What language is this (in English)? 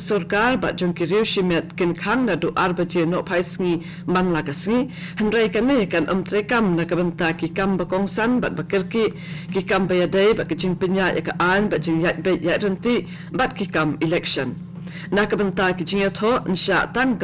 Khasi